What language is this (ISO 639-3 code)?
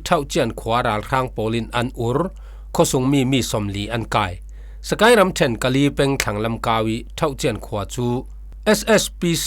cfm